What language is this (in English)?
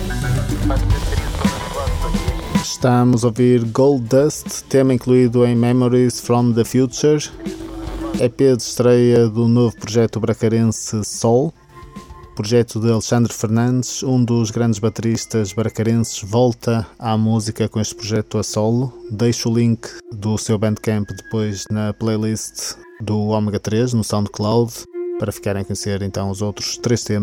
Portuguese